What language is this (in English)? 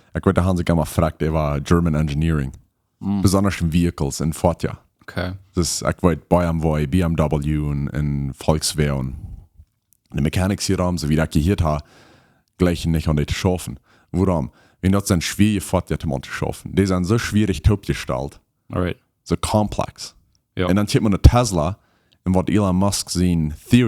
Plautdietsch